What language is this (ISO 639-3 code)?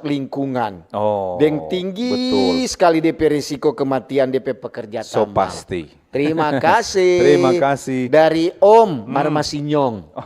xmm